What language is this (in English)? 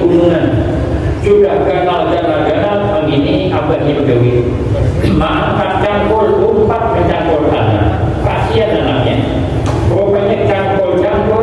Banjar